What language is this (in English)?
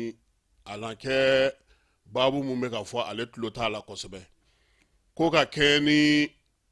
Bambara